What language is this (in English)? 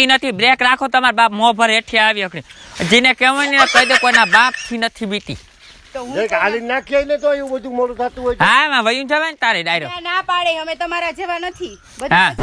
Gujarati